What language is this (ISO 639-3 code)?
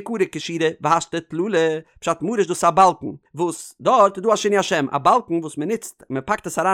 yid